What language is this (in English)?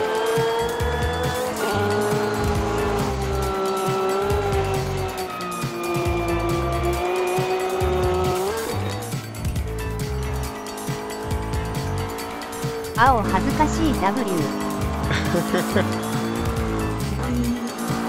Japanese